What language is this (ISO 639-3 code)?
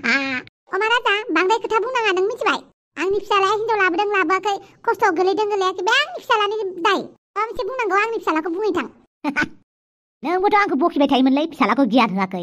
brx